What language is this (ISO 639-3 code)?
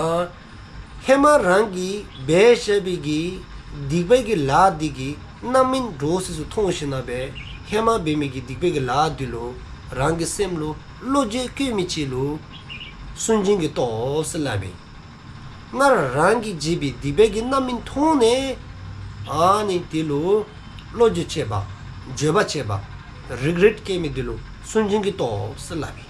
dzo